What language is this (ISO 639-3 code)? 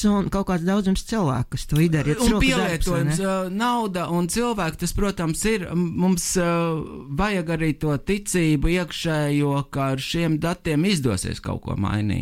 lav